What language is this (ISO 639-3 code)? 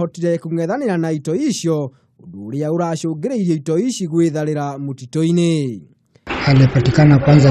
kik